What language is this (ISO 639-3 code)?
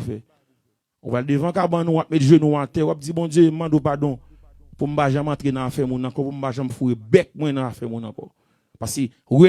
hat